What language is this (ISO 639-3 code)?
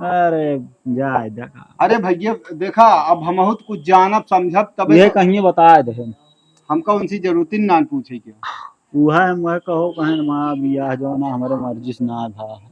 awa